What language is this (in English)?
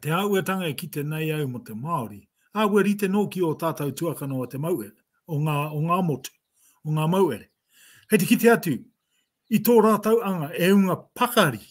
Māori